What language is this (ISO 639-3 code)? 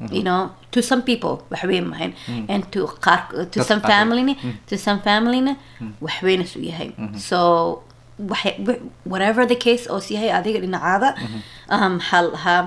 som